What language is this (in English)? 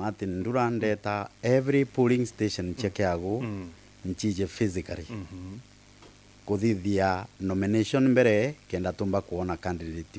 Meru